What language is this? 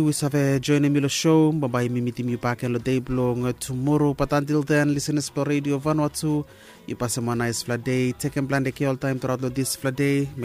Bislama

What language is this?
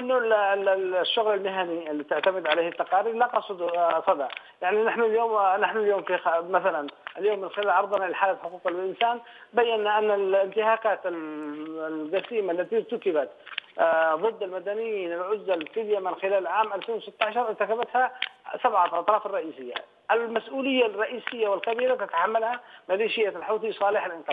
Arabic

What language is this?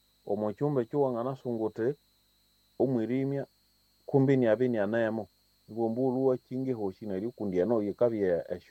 Nande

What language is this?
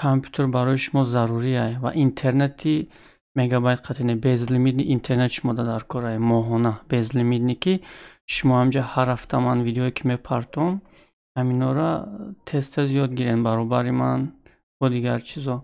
Tajik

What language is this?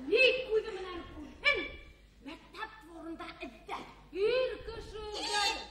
Bashkir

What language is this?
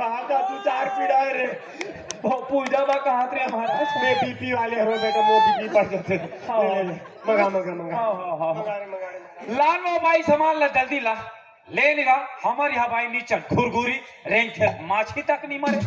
Chhattisgarhi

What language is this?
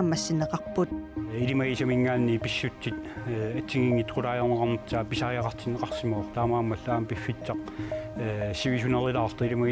Kalaallisut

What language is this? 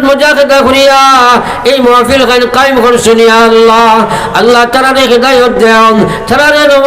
Sylheti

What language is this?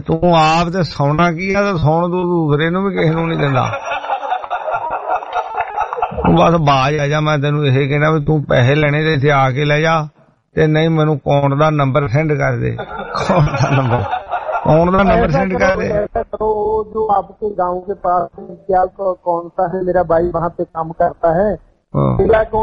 Punjabi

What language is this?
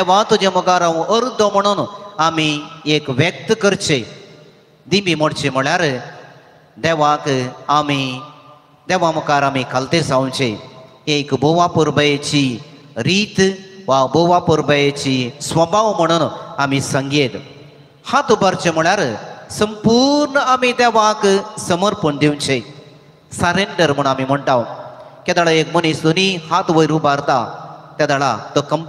Konkani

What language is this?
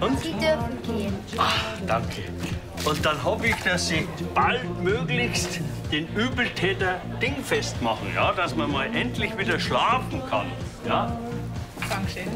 Bavarian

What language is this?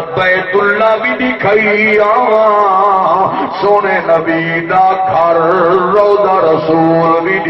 Saraiki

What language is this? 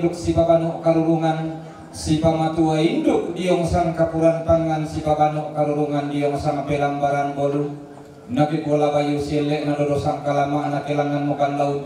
Toraja-Sa'dan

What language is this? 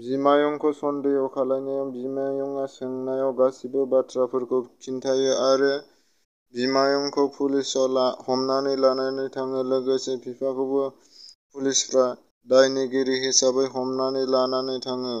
Bodo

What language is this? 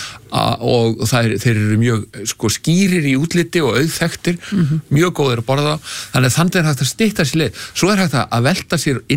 Icelandic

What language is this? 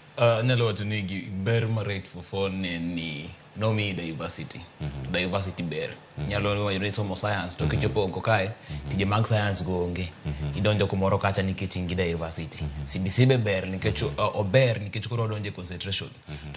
Luo (Kenya and Tanzania)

